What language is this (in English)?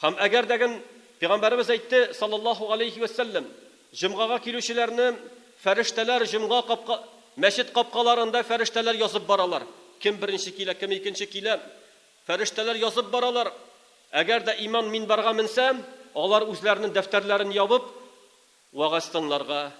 Tatar